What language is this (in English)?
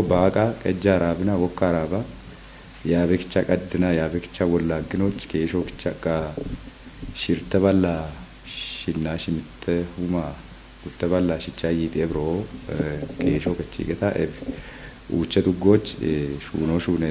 Kafa